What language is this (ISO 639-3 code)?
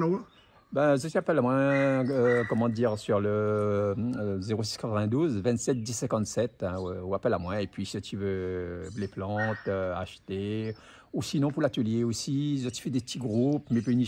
rcf